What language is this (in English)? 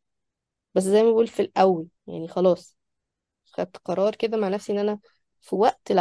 Egyptian Arabic